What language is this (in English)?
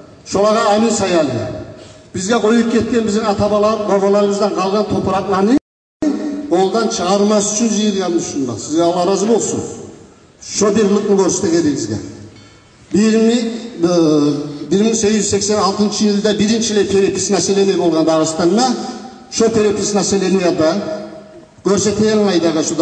Kumyk